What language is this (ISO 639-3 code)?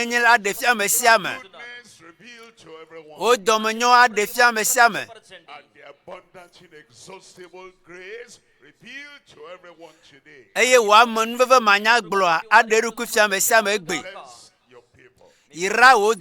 ewe